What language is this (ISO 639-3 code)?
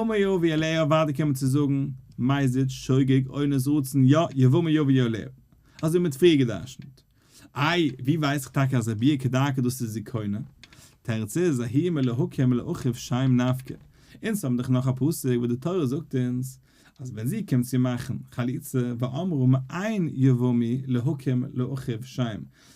yid